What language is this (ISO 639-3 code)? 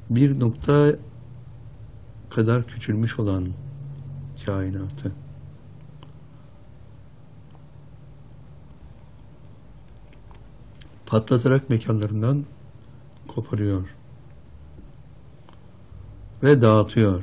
tur